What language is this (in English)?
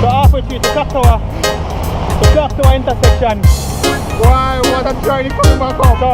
Jamaican Creole English